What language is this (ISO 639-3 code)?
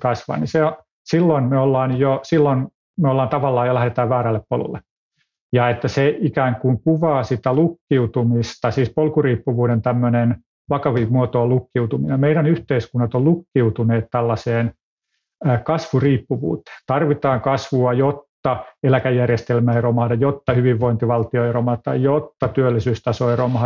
fin